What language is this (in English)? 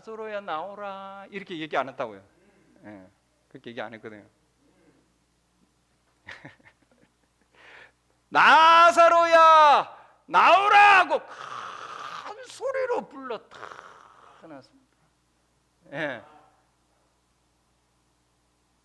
Korean